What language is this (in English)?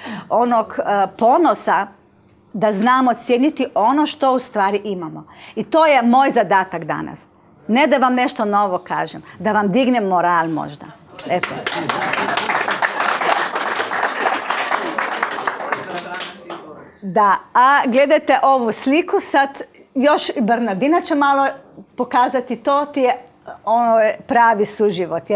Croatian